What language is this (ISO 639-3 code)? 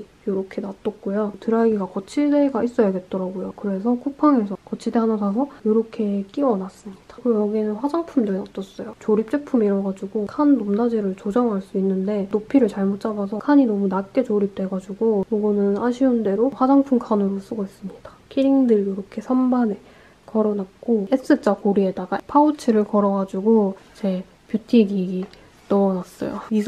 kor